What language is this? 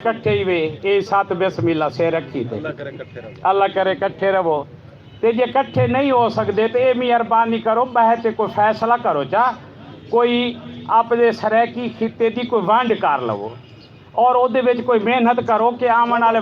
Saraiki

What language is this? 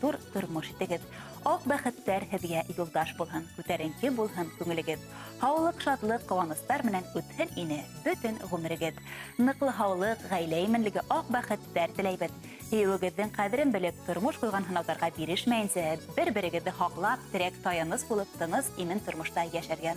Bashkir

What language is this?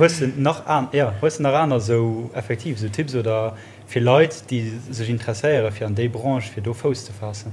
Luxembourgish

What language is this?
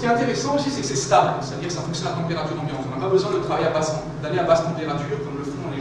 French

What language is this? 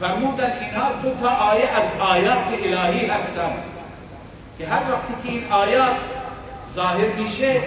Persian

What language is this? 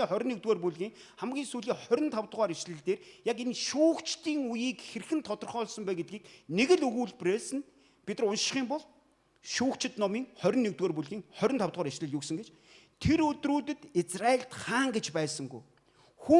Mongolian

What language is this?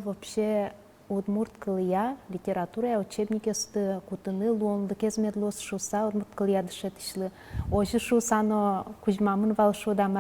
Udmurt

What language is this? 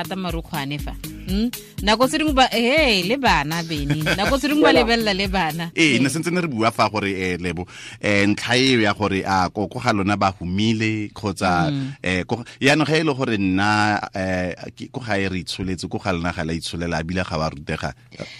Tswana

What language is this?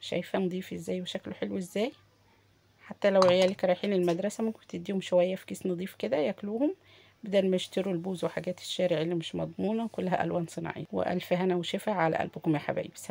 Egyptian Arabic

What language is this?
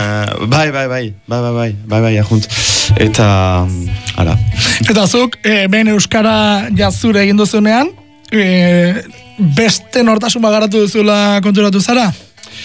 Basque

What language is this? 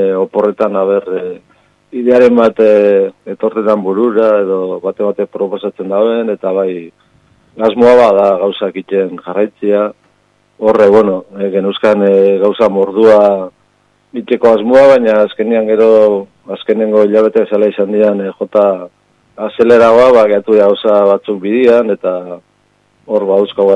Basque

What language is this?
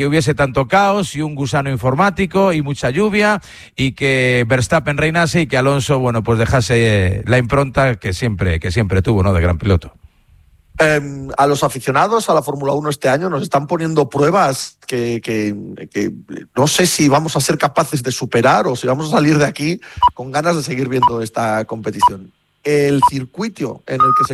Spanish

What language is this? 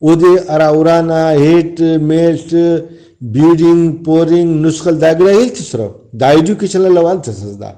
Brahui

